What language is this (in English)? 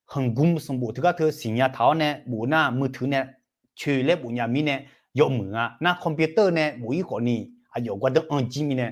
Akha